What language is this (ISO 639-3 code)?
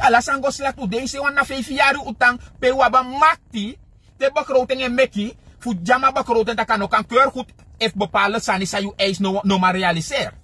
srn